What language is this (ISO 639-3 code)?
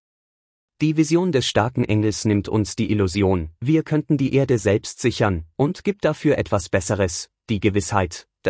deu